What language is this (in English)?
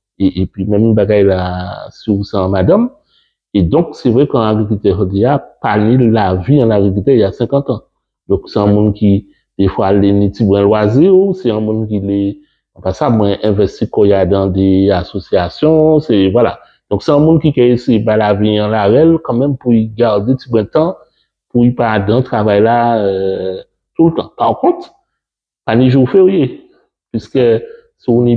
Guadeloupean Creole French